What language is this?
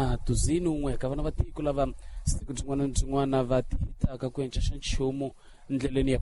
Tsonga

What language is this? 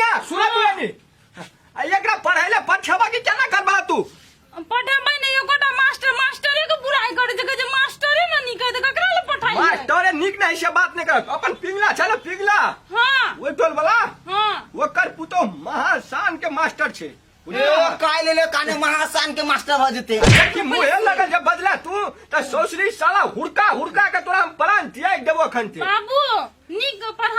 Maithili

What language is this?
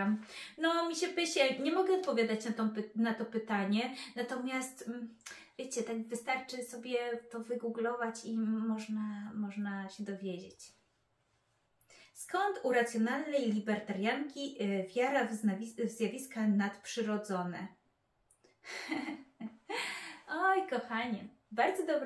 Polish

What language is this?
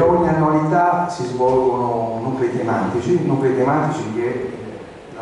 Italian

